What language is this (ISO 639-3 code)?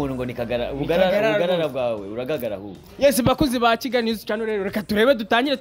kin